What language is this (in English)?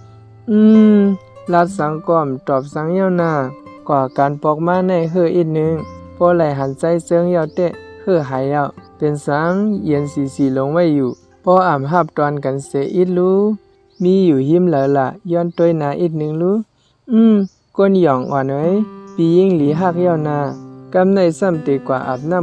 Shan